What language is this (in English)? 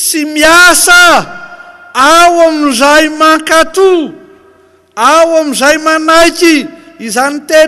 Malagasy